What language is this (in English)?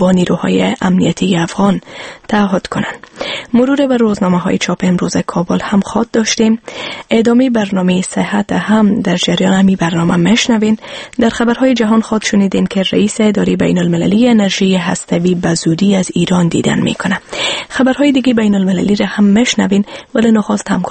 Persian